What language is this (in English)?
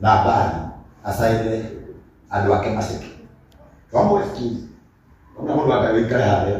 Kikuyu